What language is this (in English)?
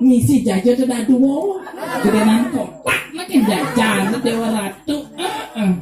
Balinese